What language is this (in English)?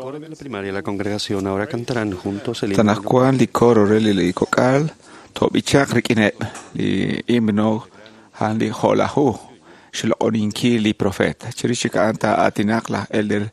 Kekchí